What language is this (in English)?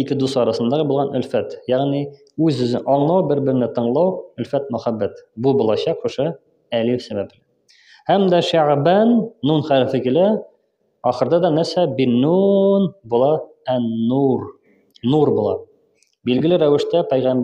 Tatar